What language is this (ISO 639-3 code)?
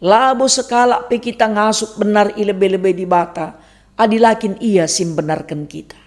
btx